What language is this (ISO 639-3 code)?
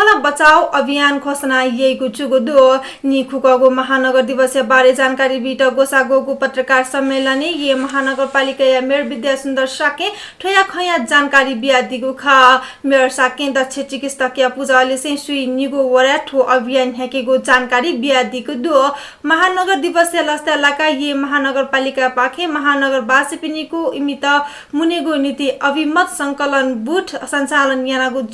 new